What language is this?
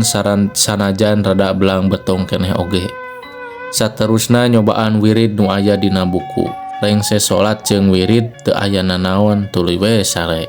Sundanese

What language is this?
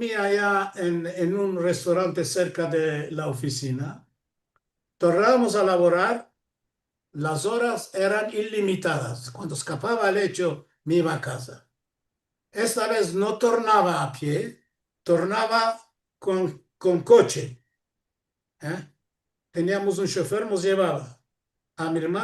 Ladino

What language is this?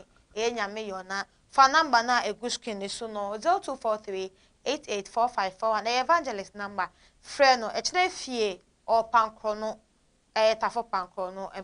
Akan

